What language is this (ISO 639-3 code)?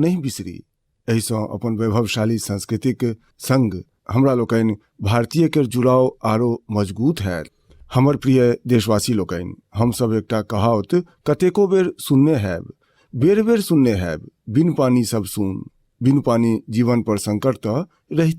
mai